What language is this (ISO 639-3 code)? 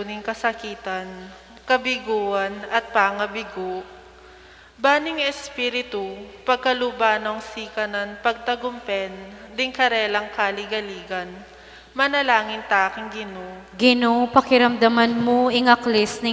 pam